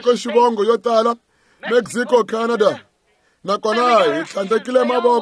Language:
Tsonga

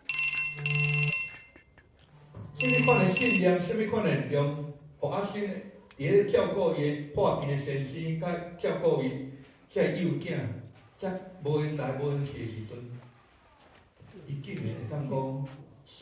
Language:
Min Nan Chinese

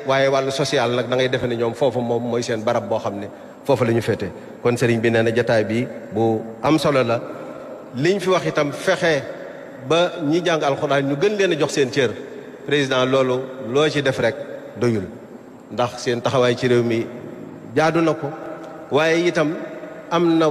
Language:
Wolof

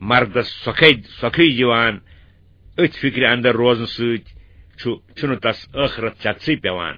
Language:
Kashmiri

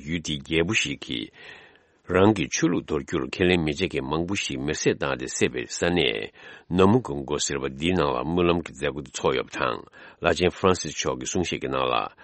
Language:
Tibetan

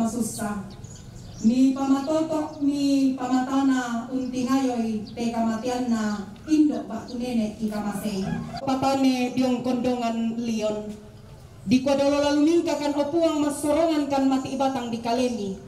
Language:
Toraja-Sa'dan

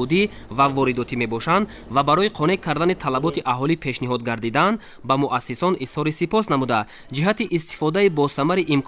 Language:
Tajik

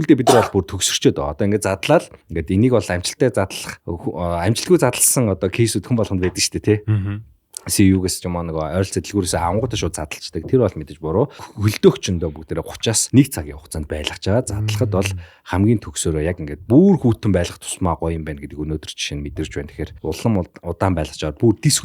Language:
Mongolian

